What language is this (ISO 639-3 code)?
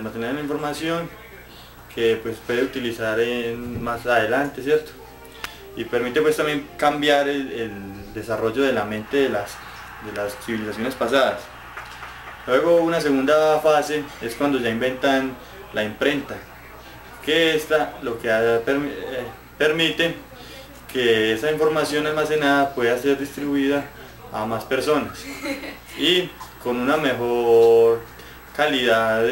spa